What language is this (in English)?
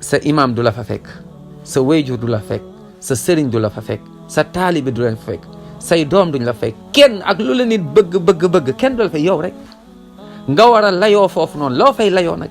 Wolof